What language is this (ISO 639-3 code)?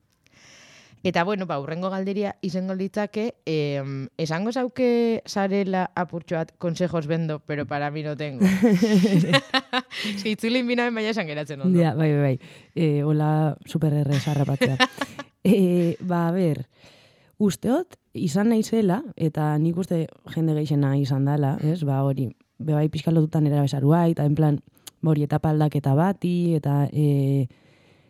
eus